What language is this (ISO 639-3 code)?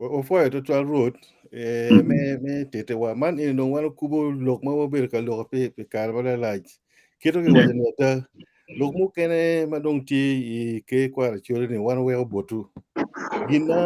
ach